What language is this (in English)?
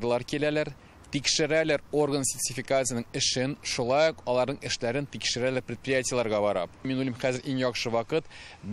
Tatar